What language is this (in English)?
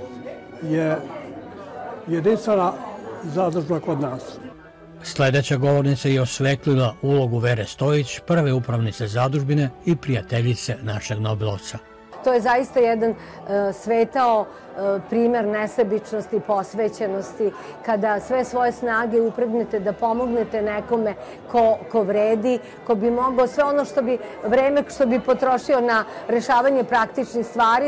Serbian